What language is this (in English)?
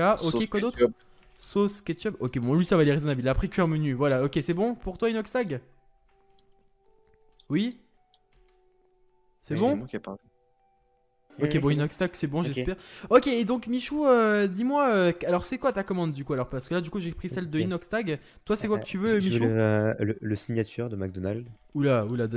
French